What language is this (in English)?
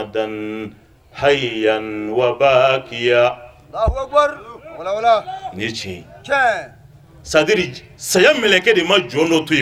Bambara